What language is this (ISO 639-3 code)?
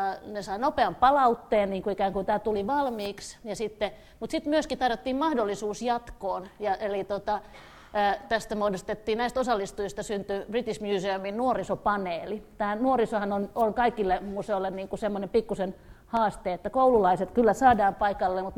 fin